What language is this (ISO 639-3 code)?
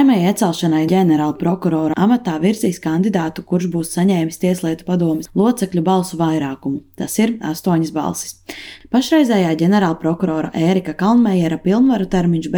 lav